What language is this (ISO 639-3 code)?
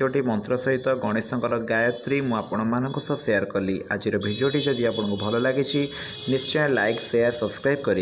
ori